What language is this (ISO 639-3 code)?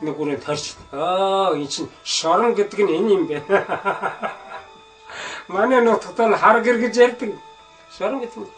mon